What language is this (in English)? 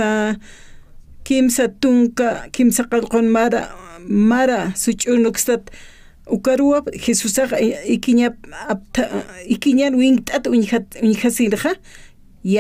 Aymara